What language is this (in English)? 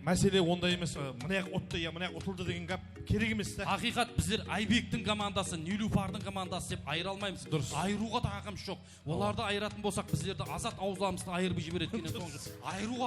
Kara-Kalpak